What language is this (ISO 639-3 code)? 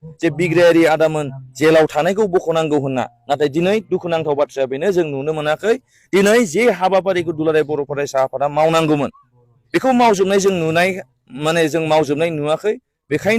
brx